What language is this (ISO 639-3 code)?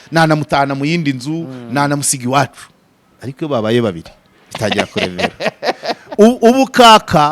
kin